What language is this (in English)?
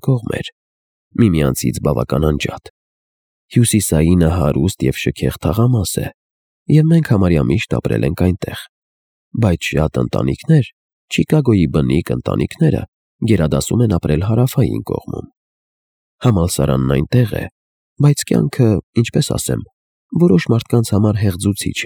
Armenian